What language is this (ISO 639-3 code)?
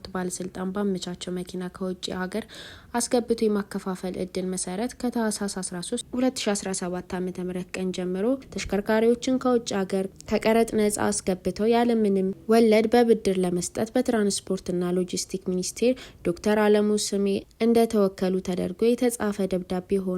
amh